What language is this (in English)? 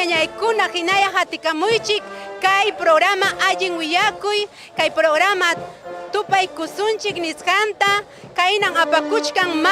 Ayacucho Quechua